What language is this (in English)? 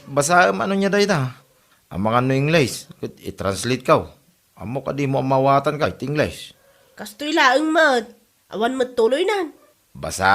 Iloko